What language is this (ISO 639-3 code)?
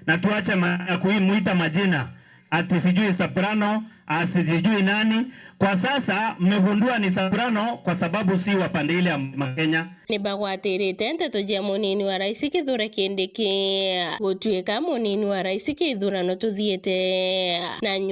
mer